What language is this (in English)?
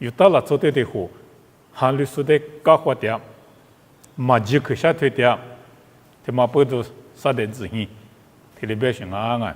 Lisu